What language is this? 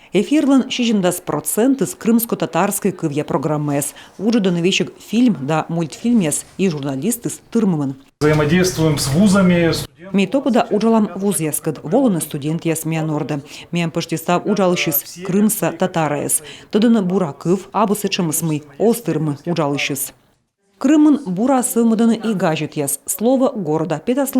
Komi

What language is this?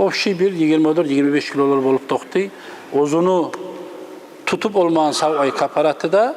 Kumyk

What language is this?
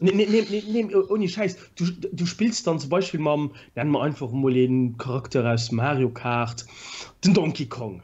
Luxembourgish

